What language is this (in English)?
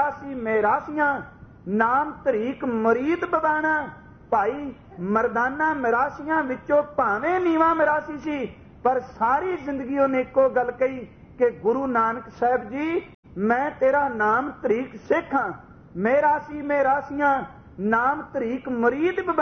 Punjabi